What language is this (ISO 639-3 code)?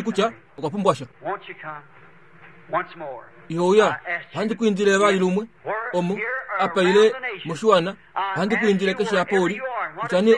kua